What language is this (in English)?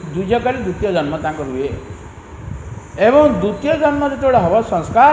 Odia